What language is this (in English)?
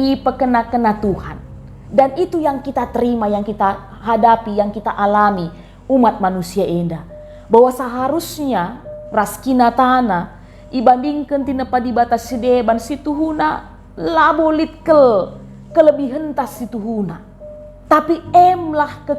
Batak Karo